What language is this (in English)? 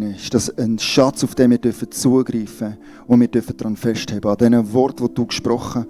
Swiss German